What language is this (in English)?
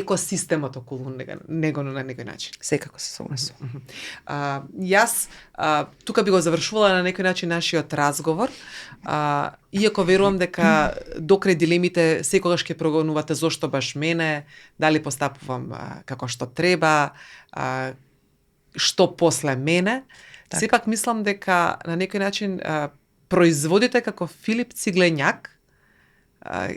Macedonian